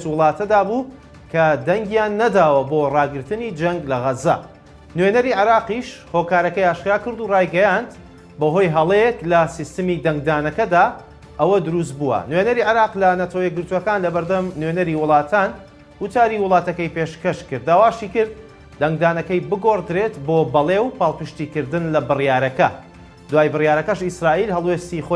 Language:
Central Kurdish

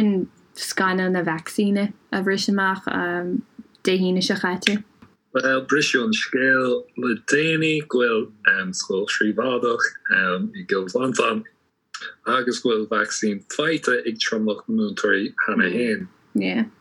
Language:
Irish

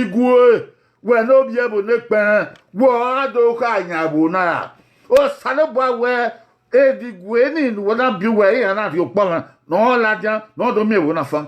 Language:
Bini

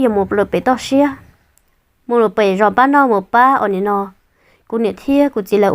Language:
Hmong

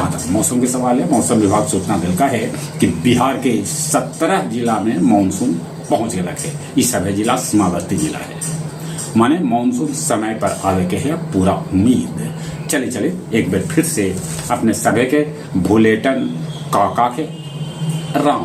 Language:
Magahi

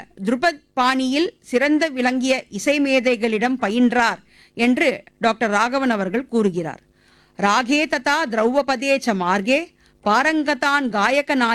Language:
Tamil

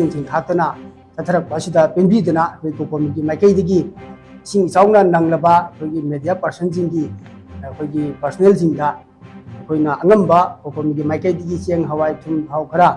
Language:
Manipuri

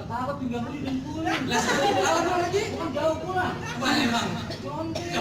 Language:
Betawi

